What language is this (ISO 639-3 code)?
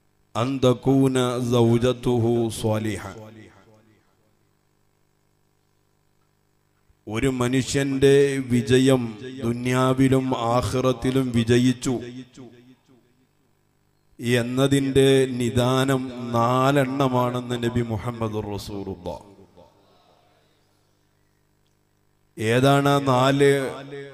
mal